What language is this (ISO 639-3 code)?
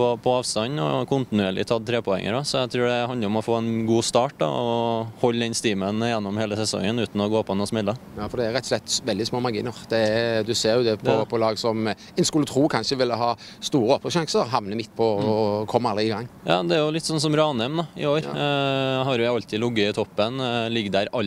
nor